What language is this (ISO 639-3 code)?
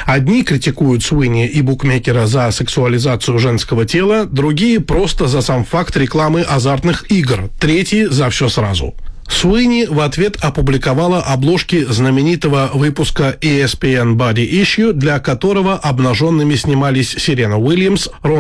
rus